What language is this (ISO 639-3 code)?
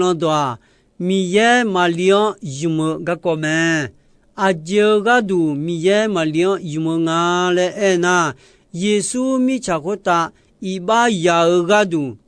ahk